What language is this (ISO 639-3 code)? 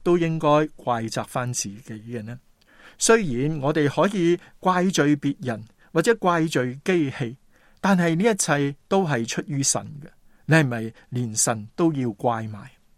yue